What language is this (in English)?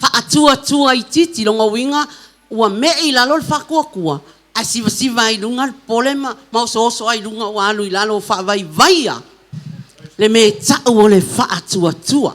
Samoan